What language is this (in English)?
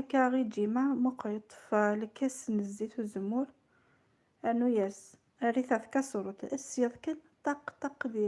Algerian Arabic